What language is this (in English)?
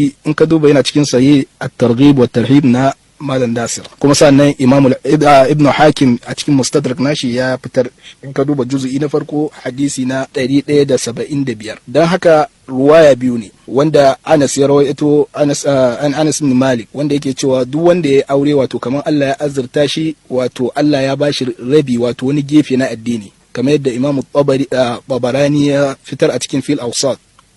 Hausa